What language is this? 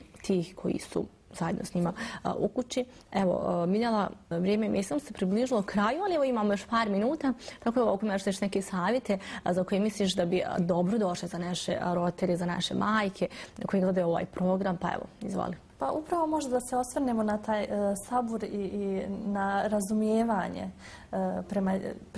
Bosnian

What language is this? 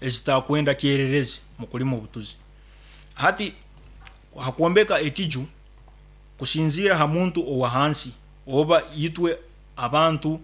Nyankole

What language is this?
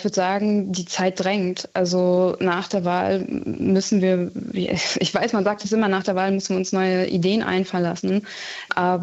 German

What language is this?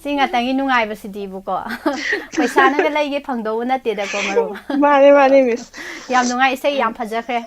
Manipuri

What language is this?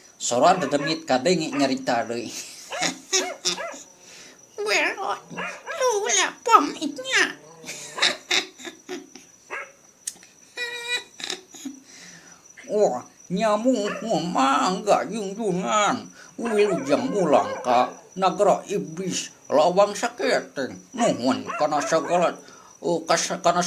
Sundanese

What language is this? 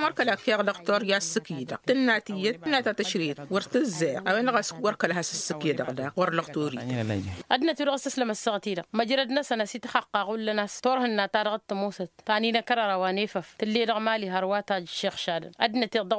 Tamasheq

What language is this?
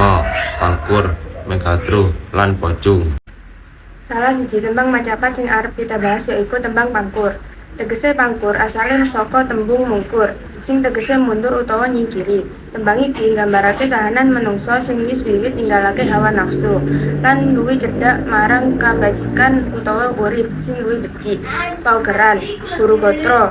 Javanese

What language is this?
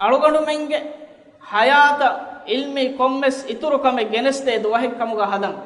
Divehi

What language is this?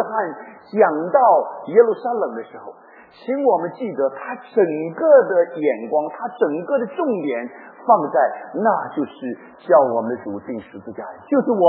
Chinese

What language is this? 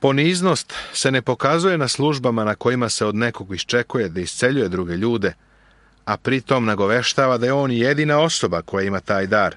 Serbian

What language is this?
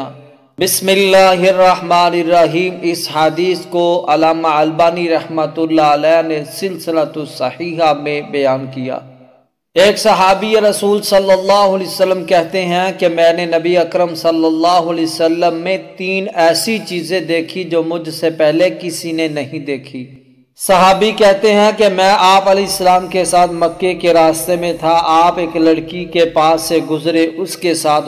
Urdu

